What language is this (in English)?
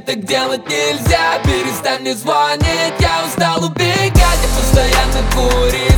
Russian